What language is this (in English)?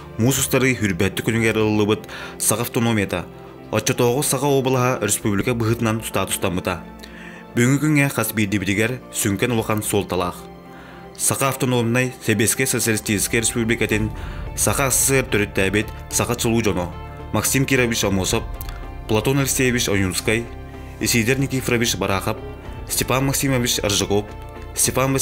Yakut